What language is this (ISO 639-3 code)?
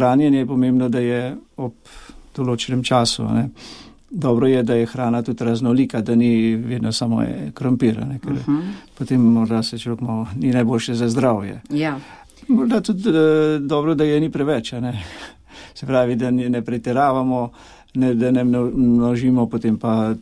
slv